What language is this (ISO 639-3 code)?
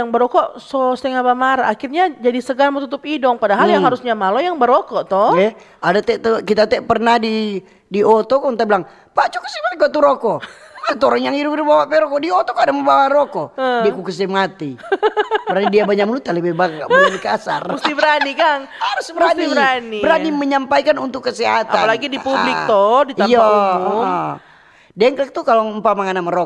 xmm